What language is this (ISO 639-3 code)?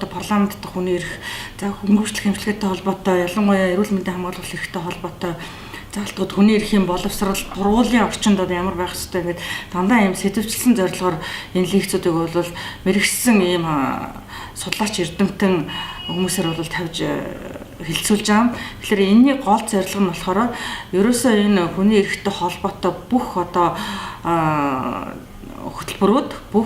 mon